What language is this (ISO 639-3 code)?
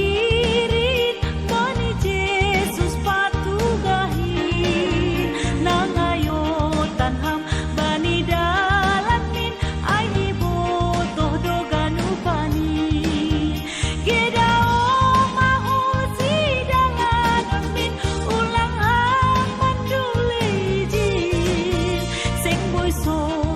bts